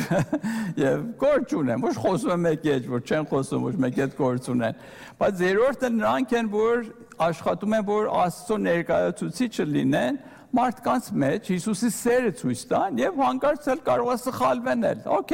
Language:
Armenian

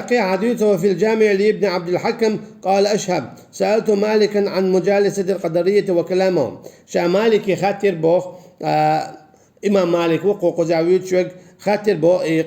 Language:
Chechen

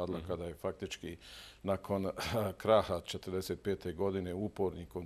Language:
Bosnian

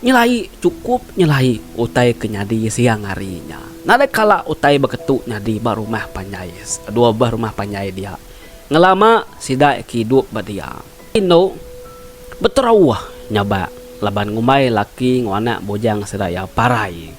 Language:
Iban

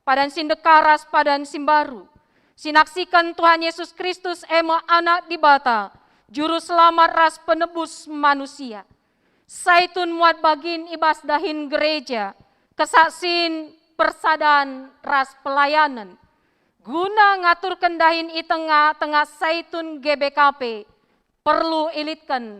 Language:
Batak Karo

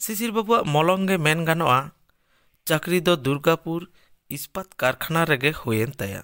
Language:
Santali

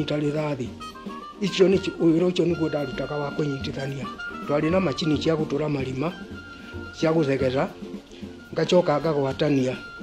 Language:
Kikuyu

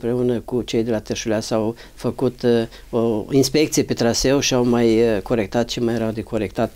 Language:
Romanian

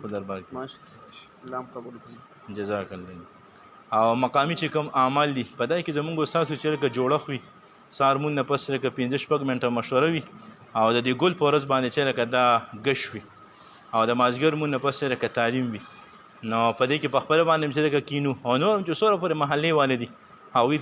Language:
Pashto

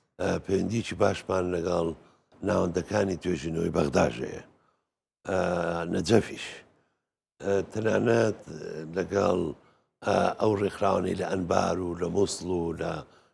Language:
Central Kurdish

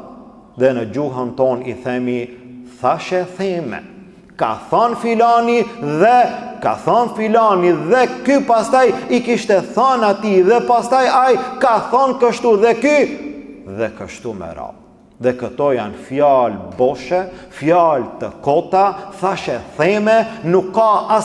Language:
Albanian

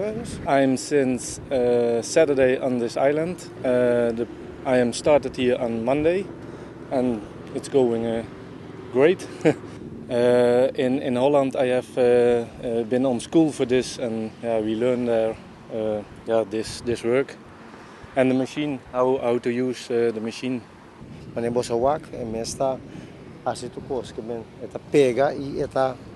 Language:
Papiamento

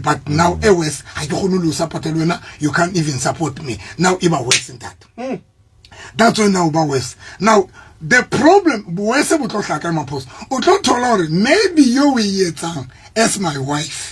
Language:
Southern Sotho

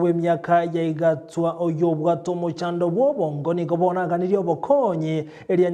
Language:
Gusii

